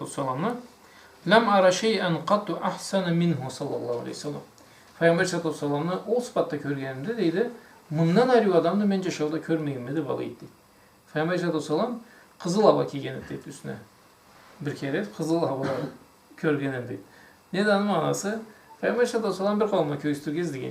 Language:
Karachay-Balkar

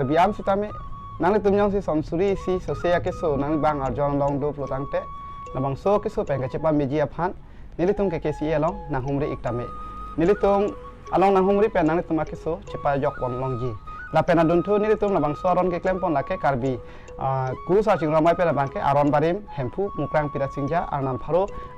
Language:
Karbi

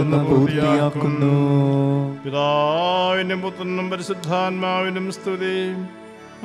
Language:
Malayalam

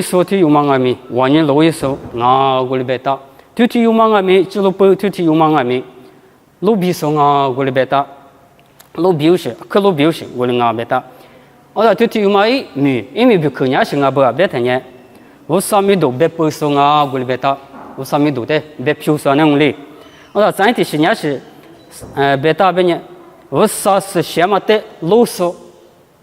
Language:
Lisu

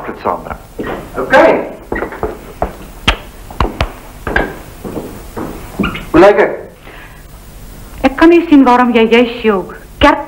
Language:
Afrikaans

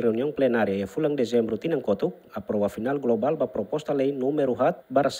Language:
Tetum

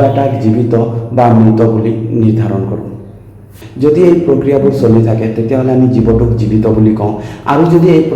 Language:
Assamese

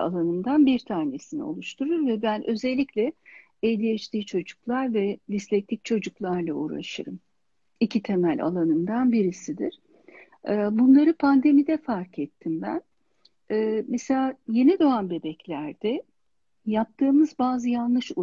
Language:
Turkish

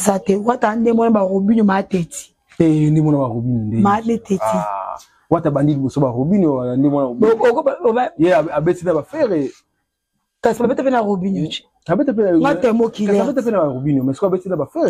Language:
Lingala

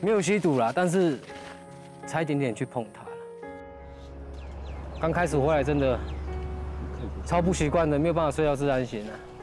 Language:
Chinese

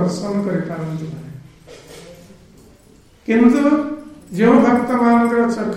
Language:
Odia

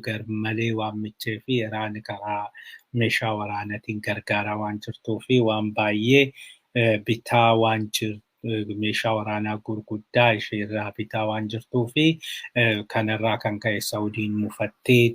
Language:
Oromo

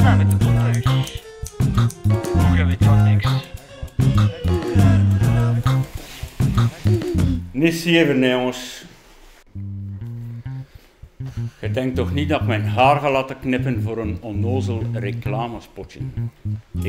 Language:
Dutch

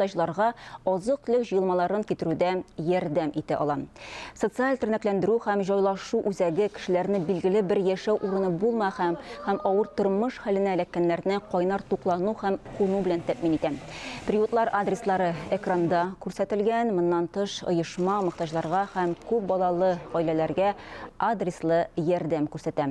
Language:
Tatar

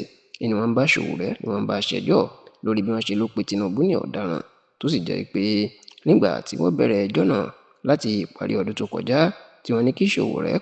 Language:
Yoruba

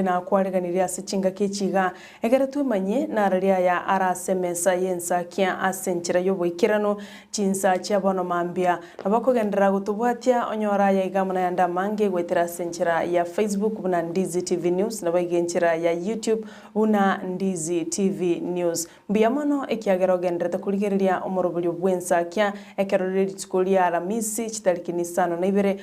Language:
Gusii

